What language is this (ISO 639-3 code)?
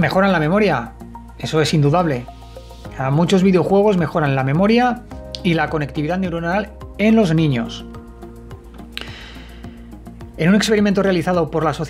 spa